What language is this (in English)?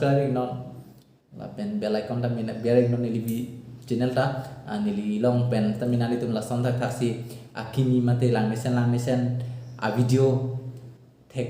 Karbi